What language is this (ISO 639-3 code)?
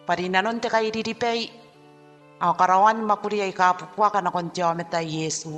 gil